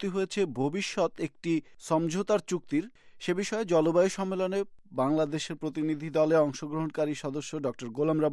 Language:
Bangla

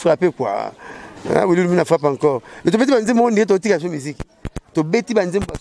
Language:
Lingala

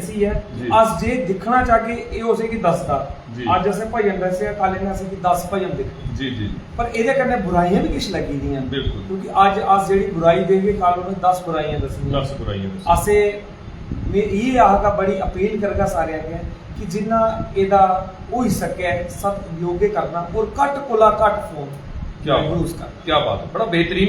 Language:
Dogri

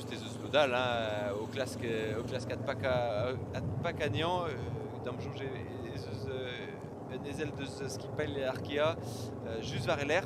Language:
Breton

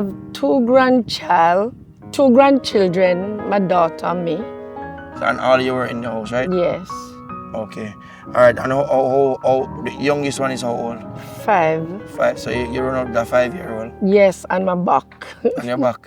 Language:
Jamaican Creole English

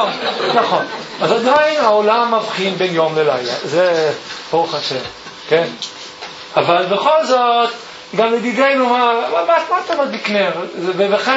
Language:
Hebrew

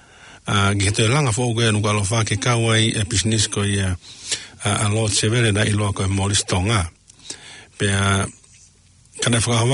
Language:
Tongan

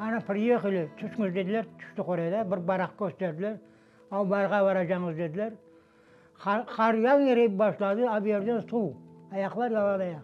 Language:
Crimean Tatar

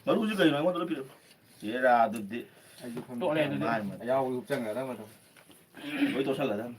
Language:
Manipuri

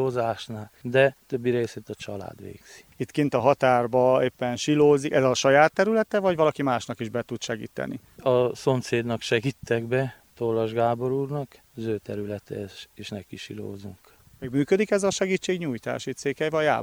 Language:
Hungarian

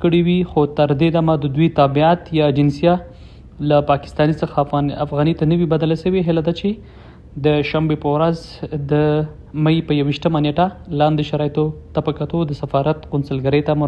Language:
Pashto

